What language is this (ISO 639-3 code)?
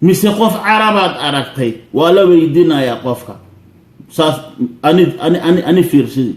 som